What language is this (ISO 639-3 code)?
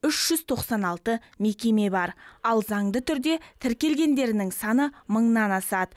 kaz